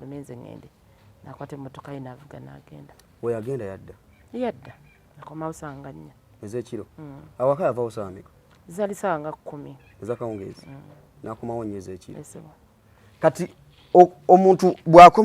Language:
Ganda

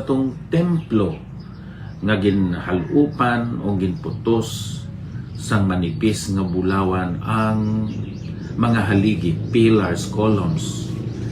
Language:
Hiligaynon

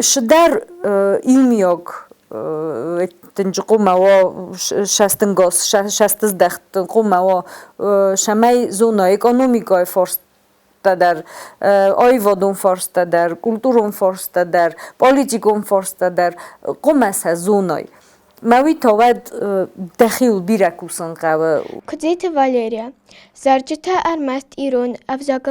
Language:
Ossetic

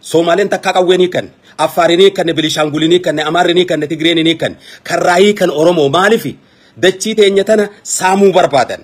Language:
Oromo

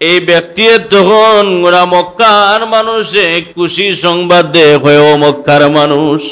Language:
Sylheti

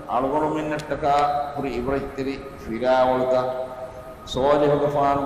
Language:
Divehi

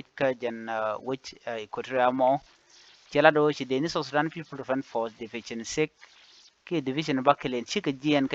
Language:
Nuer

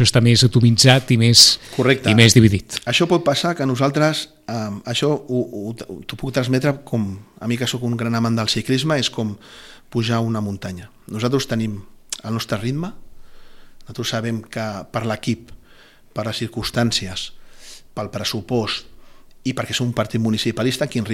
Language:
Catalan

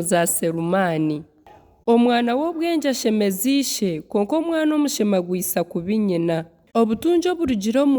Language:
Nyankole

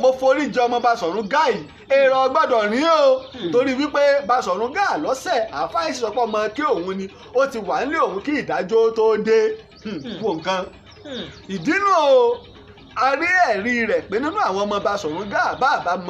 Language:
Yoruba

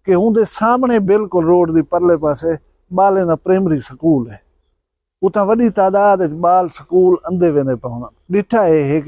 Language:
Saraiki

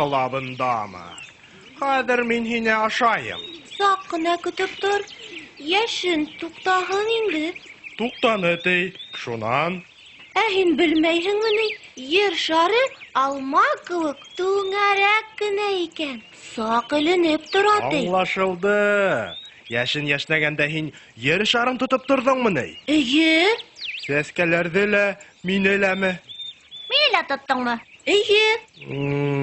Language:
Bashkir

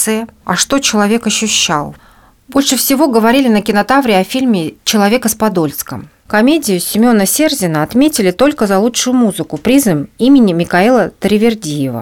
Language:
Russian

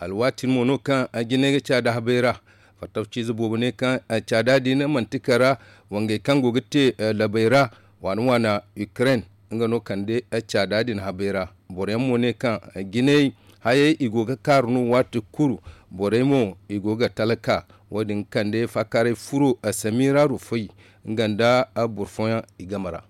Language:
Zarma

